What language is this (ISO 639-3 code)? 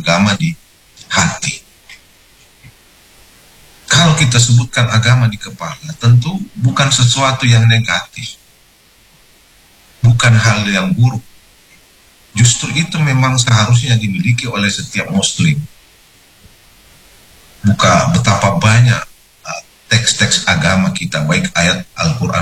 ind